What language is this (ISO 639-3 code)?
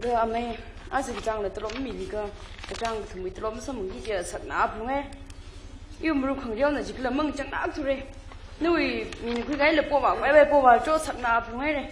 nmf